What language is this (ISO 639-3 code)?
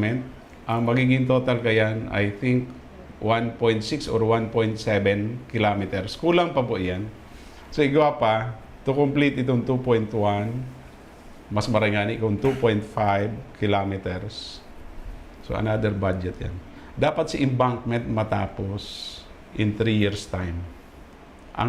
bik